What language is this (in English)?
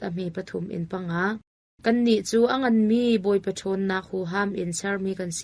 Hakha Chin